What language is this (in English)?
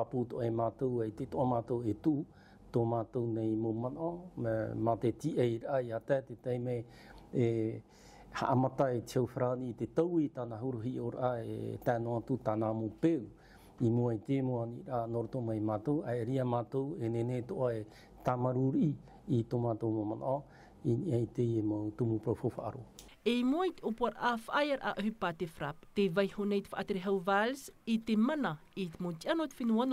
Tahitian